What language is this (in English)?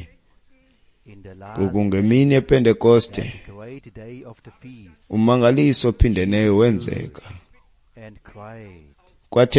Xhosa